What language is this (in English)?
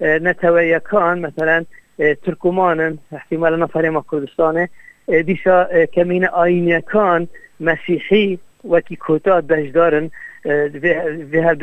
Kurdish